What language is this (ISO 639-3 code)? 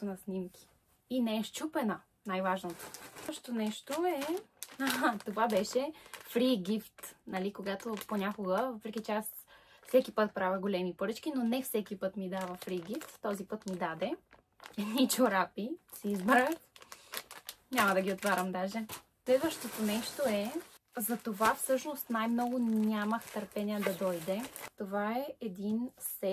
bul